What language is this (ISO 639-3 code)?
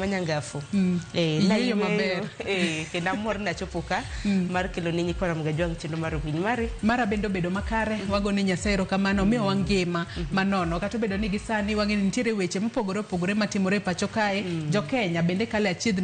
luo